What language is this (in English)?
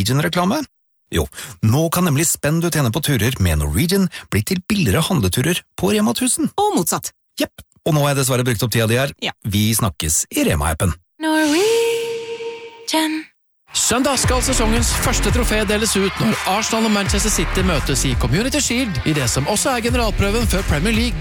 Norwegian